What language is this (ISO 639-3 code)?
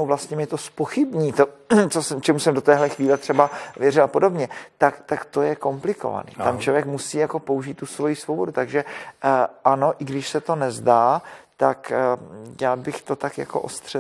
ces